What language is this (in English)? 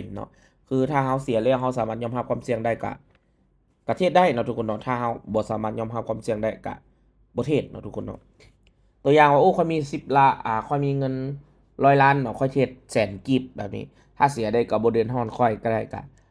Lao